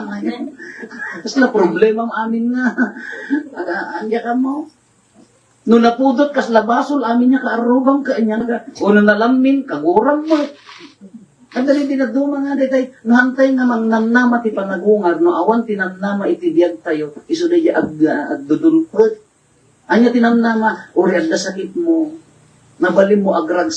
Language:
Iloko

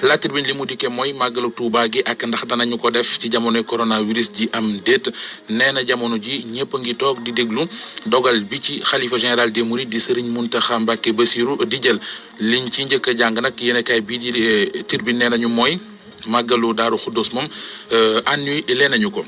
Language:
Wolof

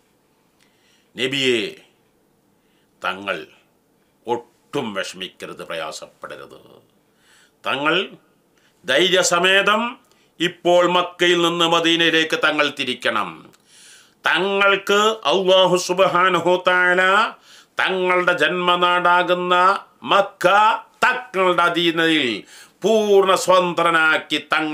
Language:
Malayalam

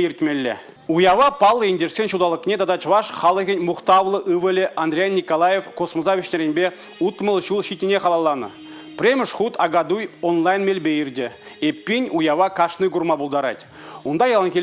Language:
Chuvash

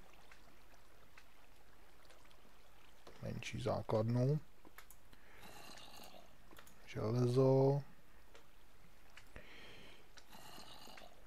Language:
Czech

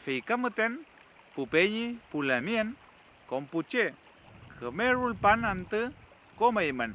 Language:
Mapuche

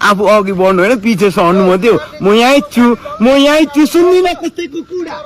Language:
Nepali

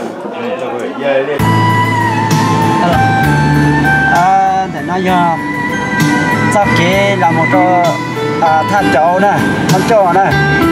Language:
Vietnamese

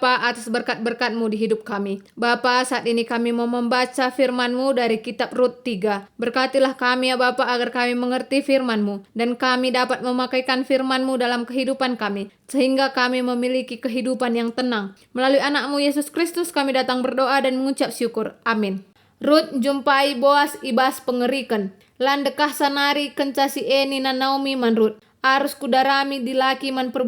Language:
Batak Karo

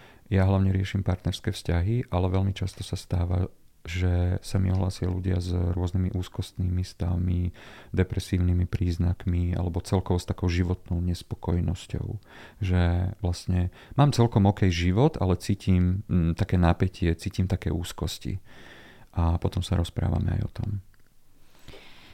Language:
Slovak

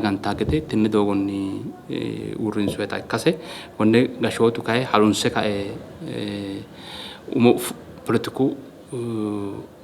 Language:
Sidamo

